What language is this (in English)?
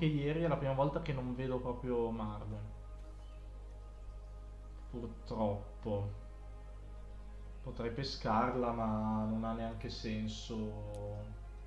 Italian